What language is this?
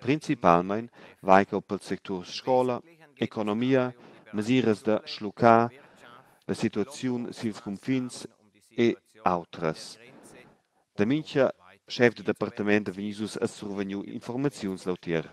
Romansh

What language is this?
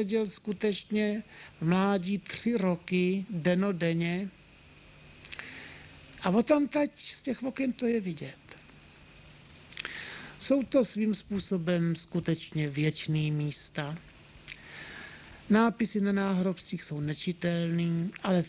Czech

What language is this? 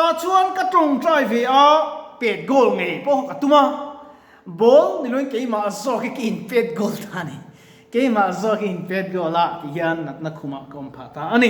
Mizo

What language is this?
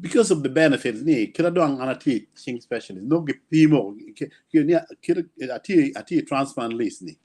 Acoli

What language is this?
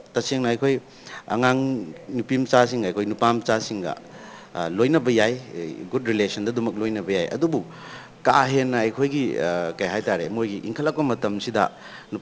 Manipuri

